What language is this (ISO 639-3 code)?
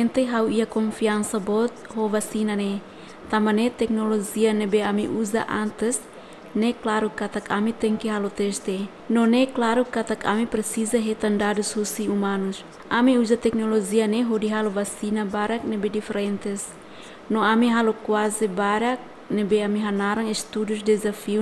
tet